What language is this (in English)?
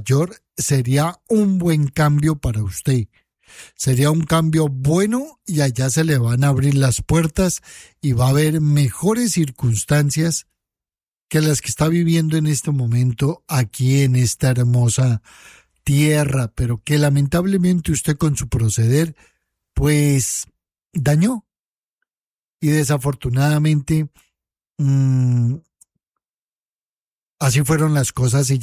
Spanish